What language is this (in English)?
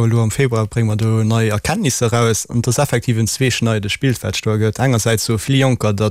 Luxembourgish